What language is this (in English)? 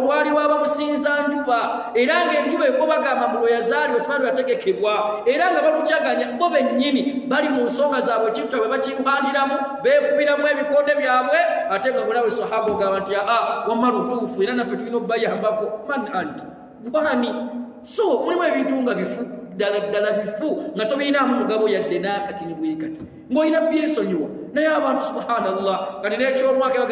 Ganda